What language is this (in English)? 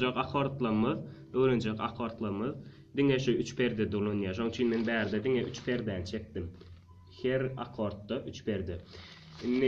Turkmen